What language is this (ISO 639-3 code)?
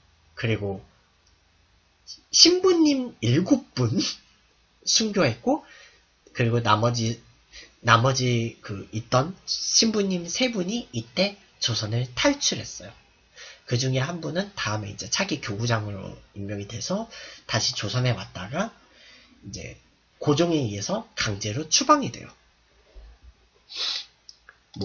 kor